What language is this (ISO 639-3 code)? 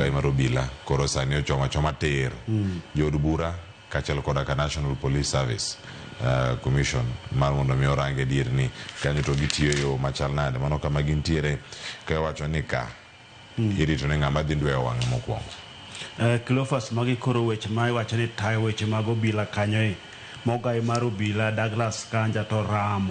luo